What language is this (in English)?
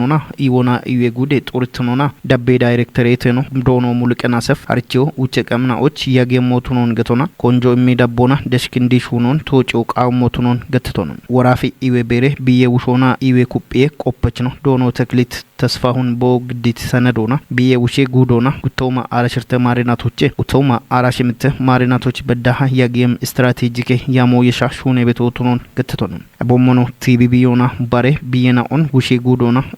Kafa